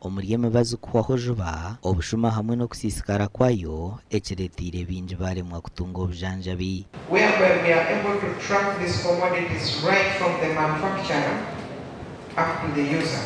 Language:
Nyankole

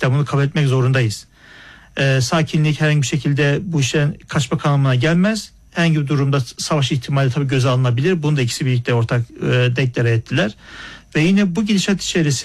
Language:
Turkish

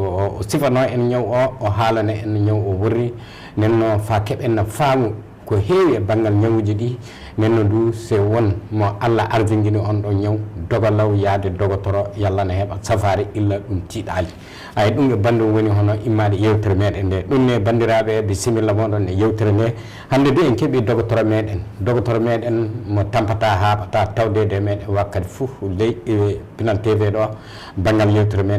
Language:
Fula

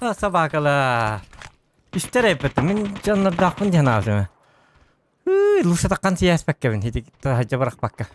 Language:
Yakut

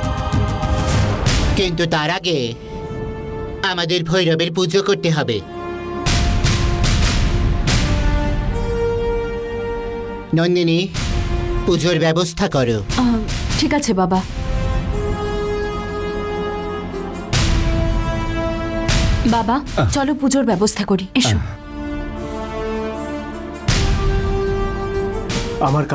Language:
Bangla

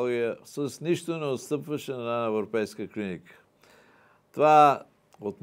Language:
Bulgarian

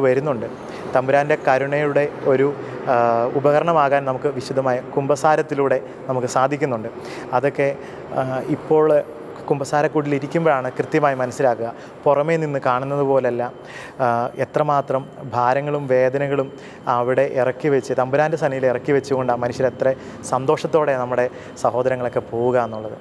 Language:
Malayalam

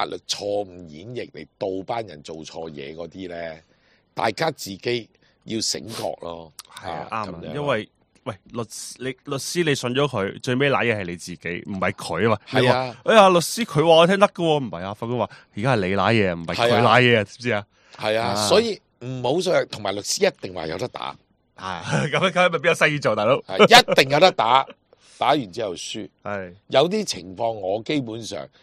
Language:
Cantonese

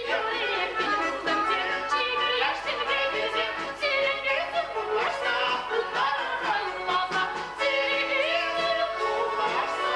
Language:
Chuvash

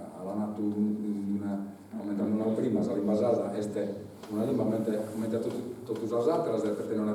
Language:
Sardinian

